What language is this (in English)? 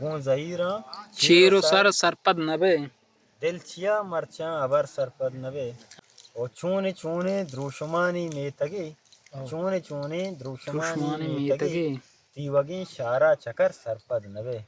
Baluchi